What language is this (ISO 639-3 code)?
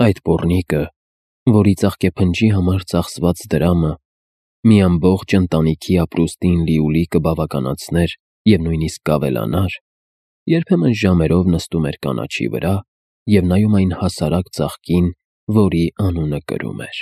hye